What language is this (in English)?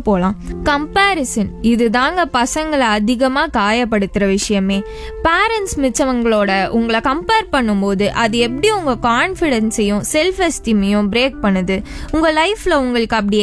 Tamil